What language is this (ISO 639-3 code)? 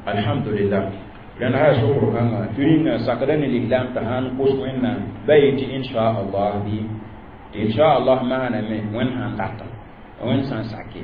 mos